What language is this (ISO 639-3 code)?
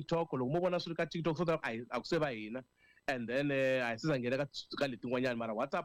tso